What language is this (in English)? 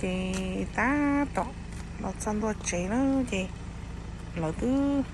Hmong